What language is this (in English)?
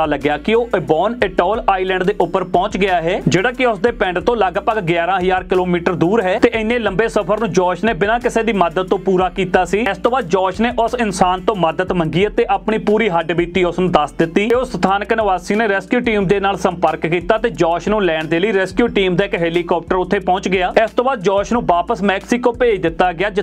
Punjabi